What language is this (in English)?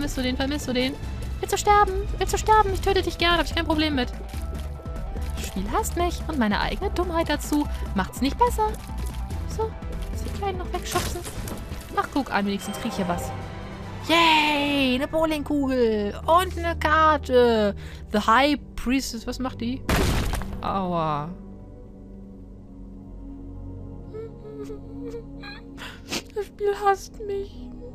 German